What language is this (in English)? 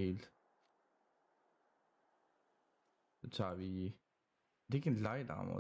Danish